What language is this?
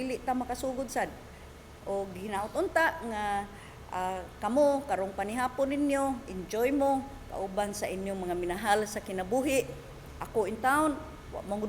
Cebuano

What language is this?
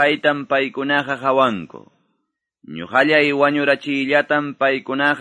Quechua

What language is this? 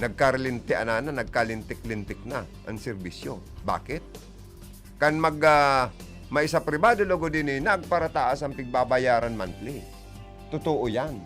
Bikol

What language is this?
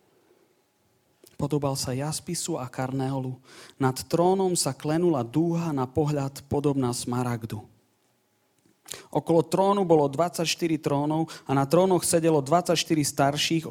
Slovak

